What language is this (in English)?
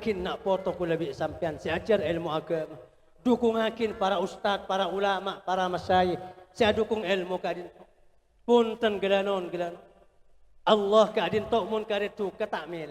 Madurese